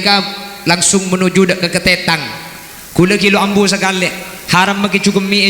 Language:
Madurese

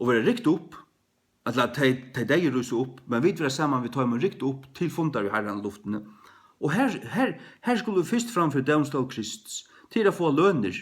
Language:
Faroese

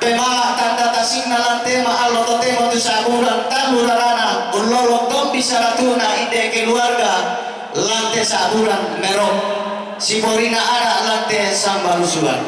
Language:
Toraja-Sa'dan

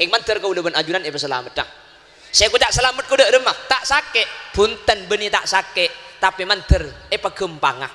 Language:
Madurese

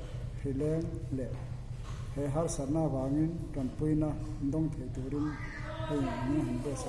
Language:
Mizo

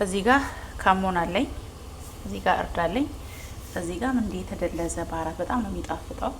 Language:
Amharic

